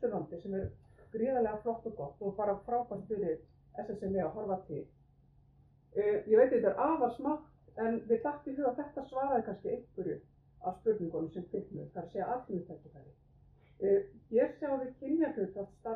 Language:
Icelandic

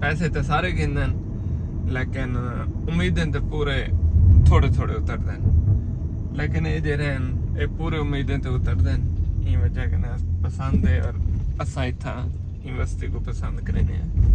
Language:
Saraiki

